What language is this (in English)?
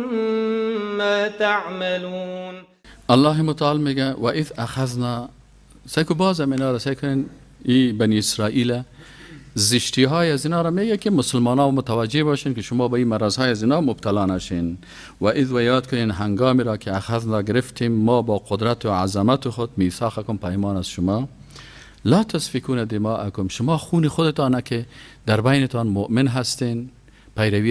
Persian